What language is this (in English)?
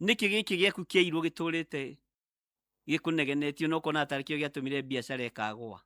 Kikuyu